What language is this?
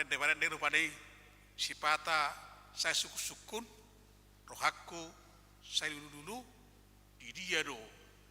Batak Toba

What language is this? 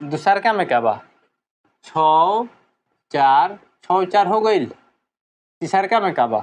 Bhojpuri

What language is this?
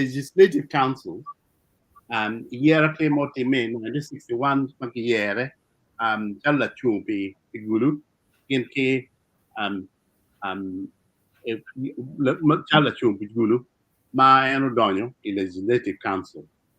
Acoli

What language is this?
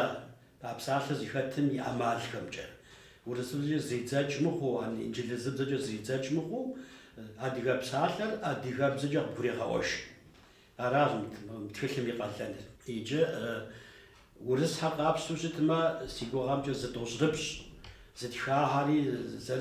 Kabardian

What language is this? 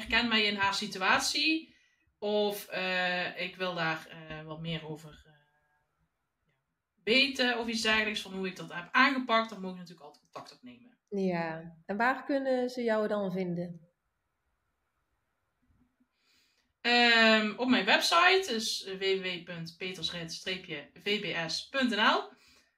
Dutch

